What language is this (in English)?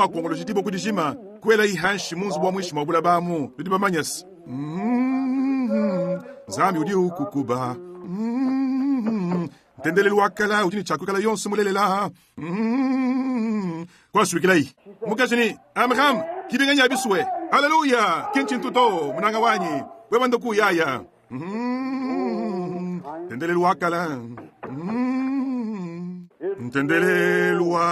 Luba-Lulua